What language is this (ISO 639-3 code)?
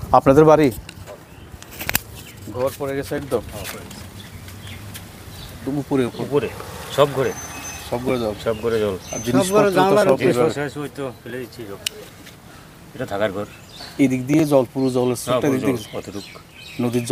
ben